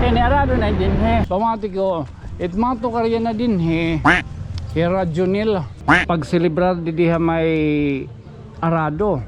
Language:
Waray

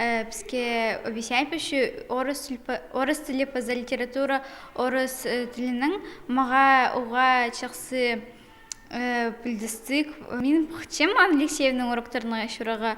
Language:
Khakas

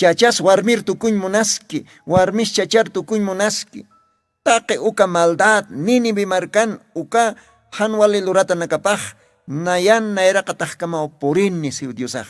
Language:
Aymara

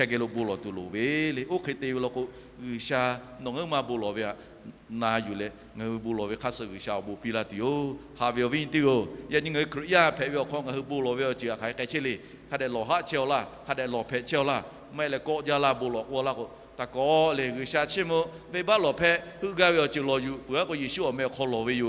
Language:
Lahu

